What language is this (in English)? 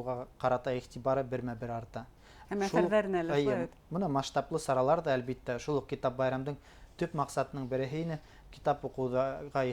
Bashkir